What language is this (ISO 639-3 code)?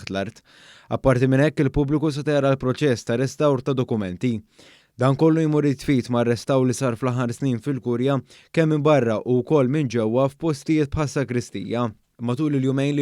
mlt